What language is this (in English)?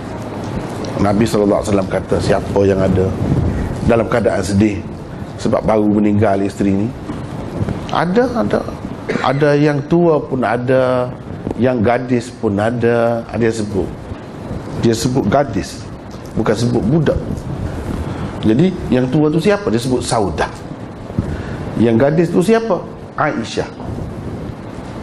Malay